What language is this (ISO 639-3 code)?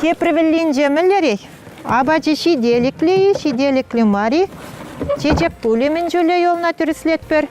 chv